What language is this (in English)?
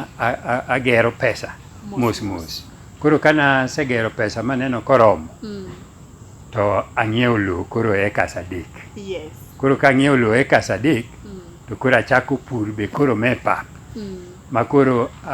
Luo (Kenya and Tanzania)